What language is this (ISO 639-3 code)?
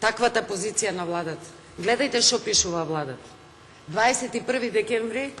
mkd